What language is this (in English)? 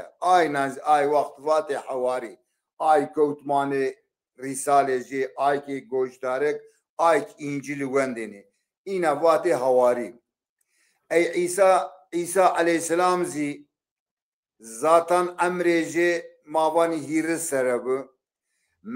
Zaza